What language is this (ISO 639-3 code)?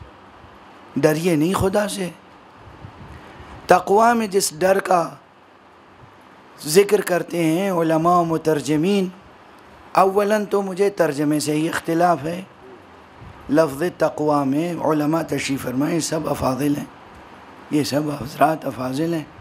urd